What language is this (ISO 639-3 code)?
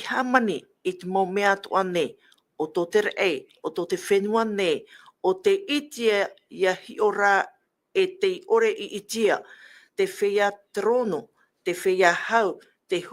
tah